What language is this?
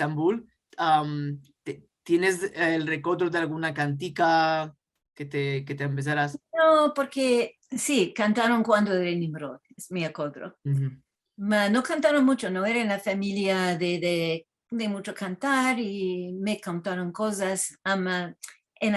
Ladino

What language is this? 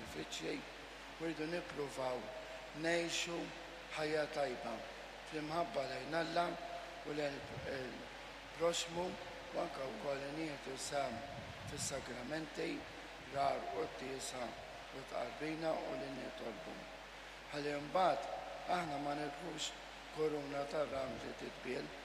Maltese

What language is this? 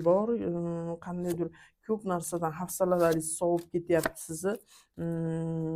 Uzbek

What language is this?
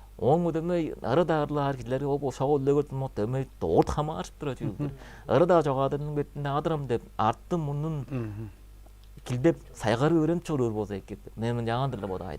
Tuvinian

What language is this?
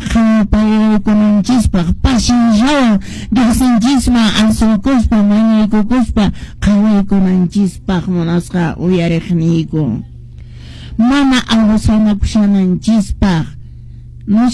Quechua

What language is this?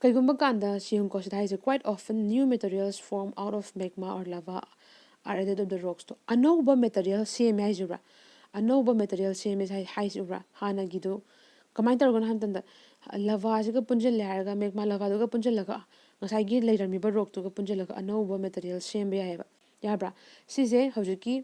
Manipuri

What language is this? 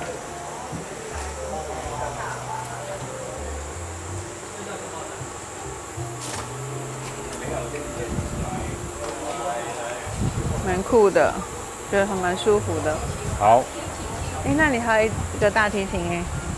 Chinese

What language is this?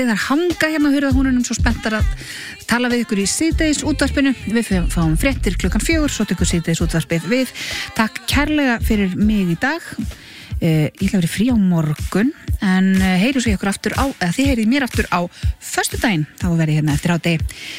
Icelandic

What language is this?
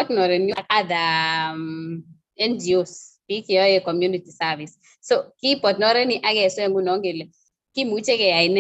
Kalenjin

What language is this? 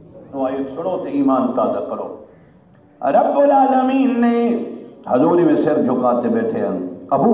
Saraiki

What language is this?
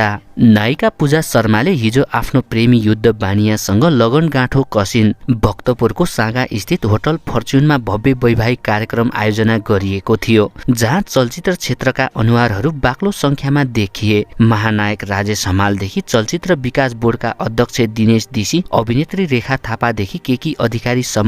Nepali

